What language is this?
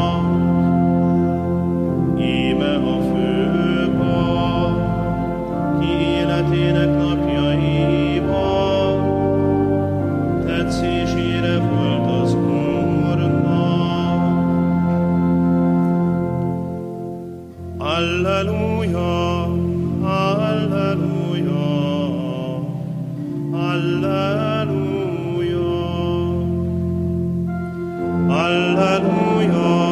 Hungarian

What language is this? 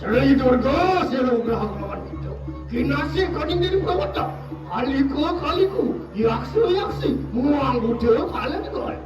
Balinese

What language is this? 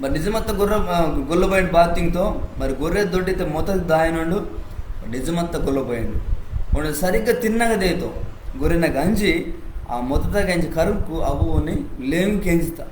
Koya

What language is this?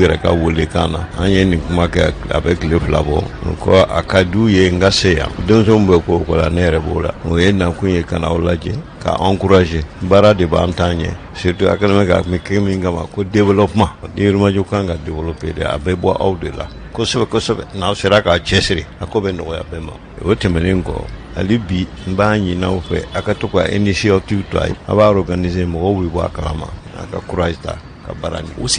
Bambara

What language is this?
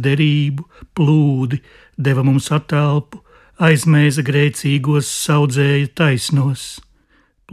Latvian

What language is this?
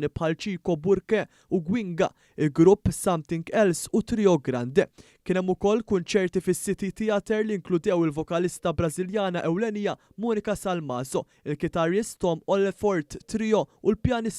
Maltese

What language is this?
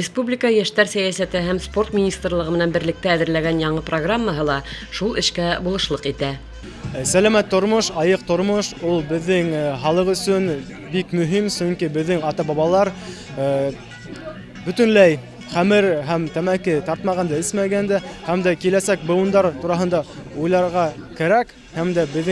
Bashkir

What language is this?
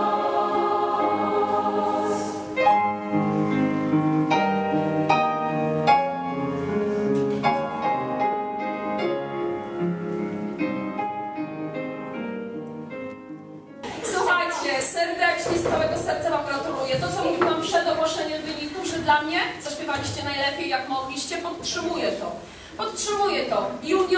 Polish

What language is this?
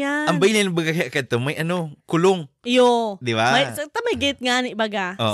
Bikol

